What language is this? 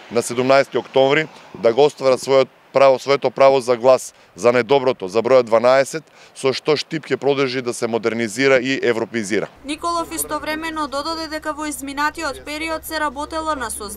Macedonian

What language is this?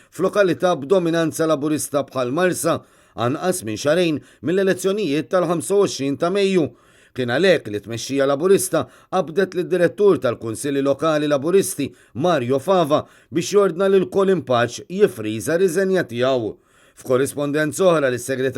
Maltese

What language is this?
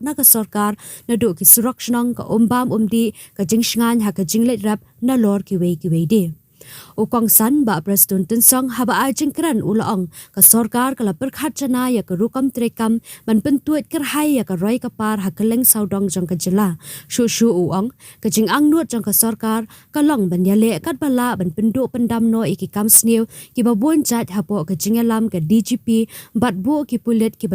Khasi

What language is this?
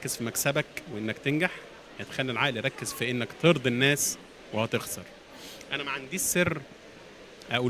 Egyptian Arabic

